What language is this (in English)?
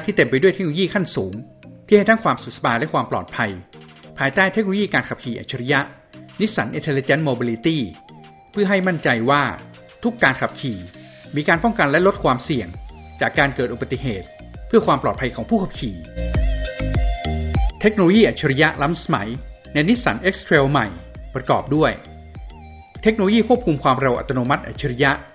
Thai